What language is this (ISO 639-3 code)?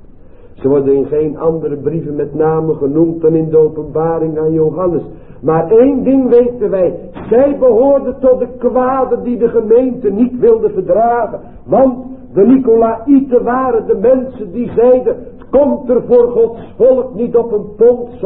nld